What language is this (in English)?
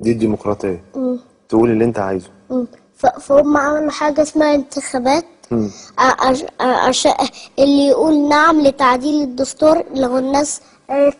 Egyptian Arabic